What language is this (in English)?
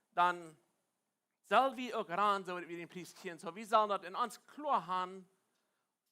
Plautdietsch